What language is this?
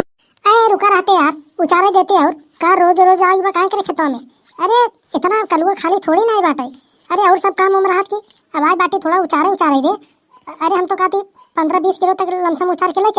Awadhi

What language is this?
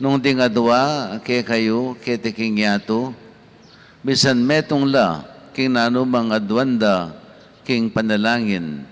Pampanga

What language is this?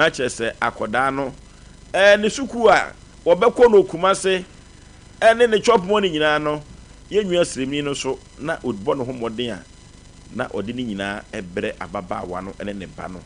Akan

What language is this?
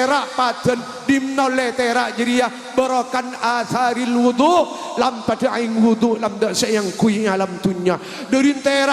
Madurese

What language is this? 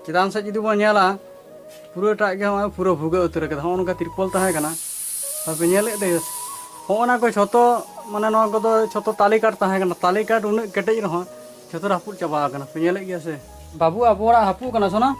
Santali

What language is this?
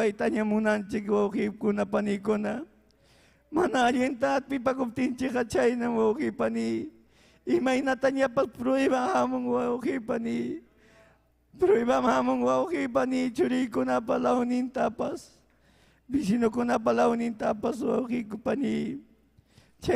Ayacucho Quechua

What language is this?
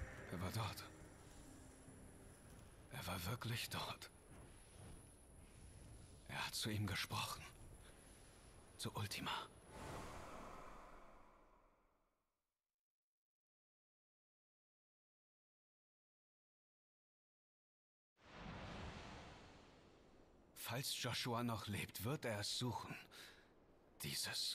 German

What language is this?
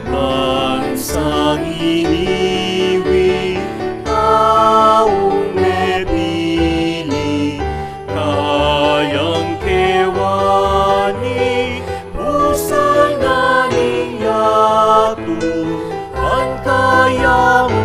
Pampanga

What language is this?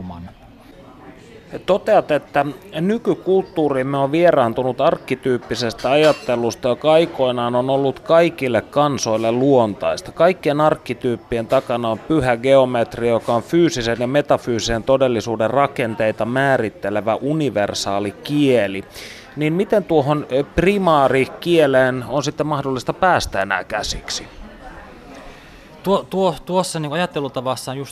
Finnish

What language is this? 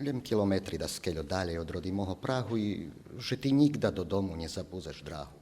Rusyn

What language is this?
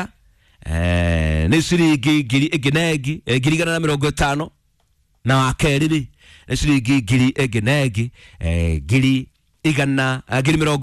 Kikuyu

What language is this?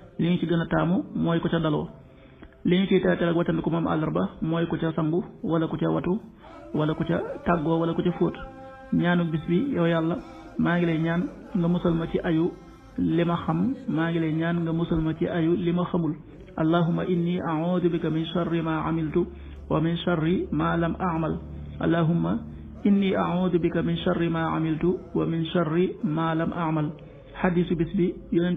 Wolof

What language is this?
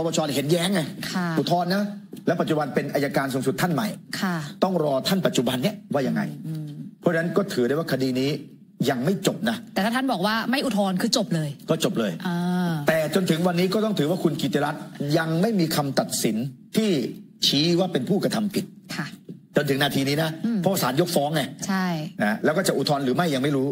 Thai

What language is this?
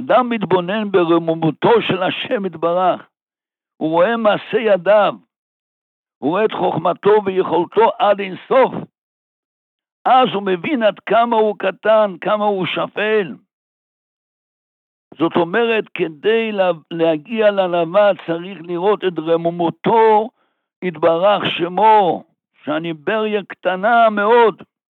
Hebrew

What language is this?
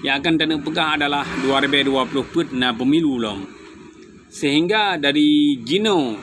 Achinese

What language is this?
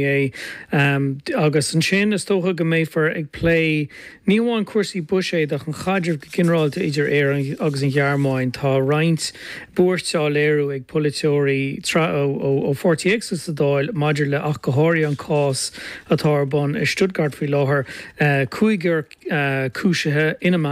Irish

